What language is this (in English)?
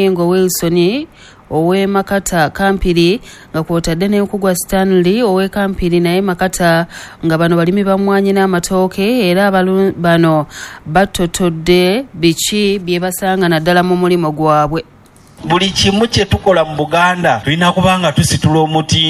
Ganda